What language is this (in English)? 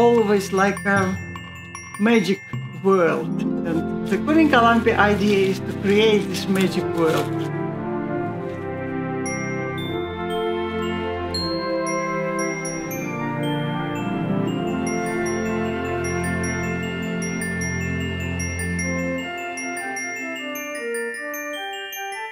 Finnish